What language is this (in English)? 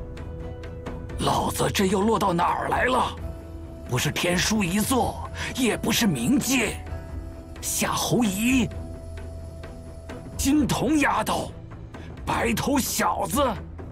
Chinese